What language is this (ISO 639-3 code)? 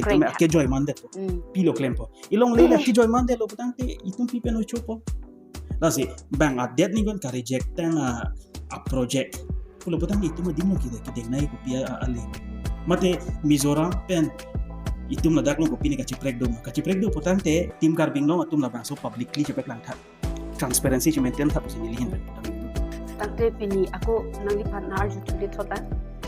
mjw